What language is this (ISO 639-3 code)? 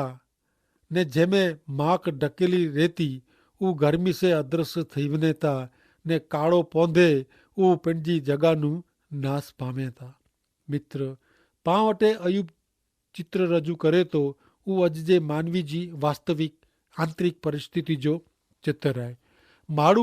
kfr